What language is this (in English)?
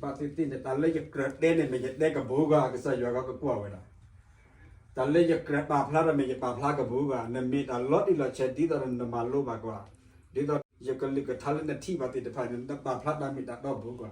S'gaw Karen